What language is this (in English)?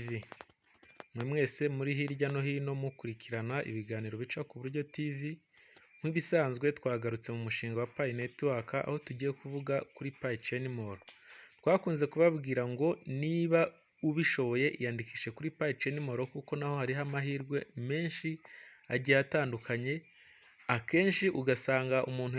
Kinyarwanda